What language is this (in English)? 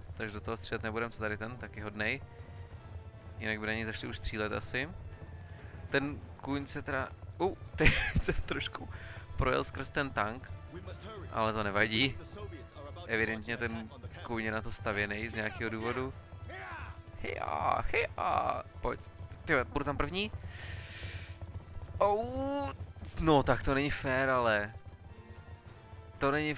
Czech